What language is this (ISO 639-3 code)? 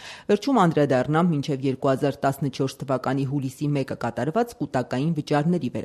hye